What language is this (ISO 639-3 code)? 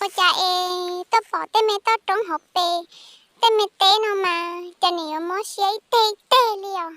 hmn